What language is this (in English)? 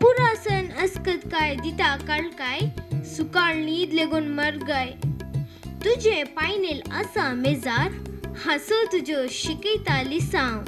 Konkani